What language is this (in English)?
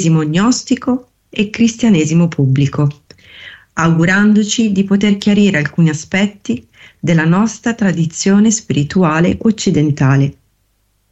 Italian